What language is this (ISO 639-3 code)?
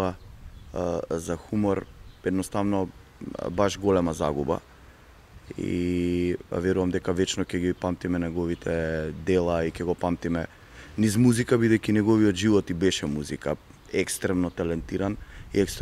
mkd